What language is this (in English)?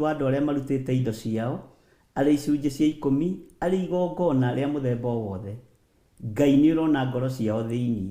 Kikuyu